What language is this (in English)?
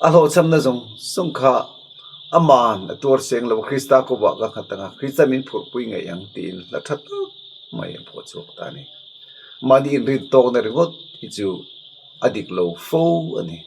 Mizo